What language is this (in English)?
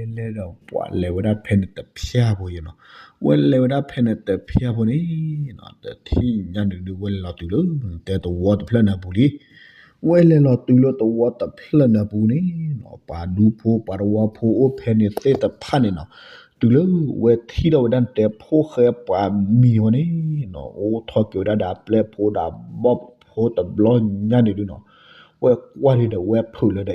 S'gaw Karen